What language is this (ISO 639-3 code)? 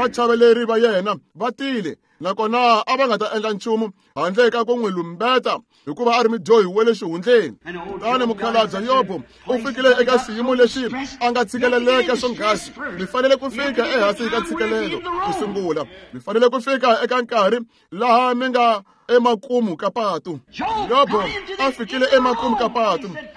tso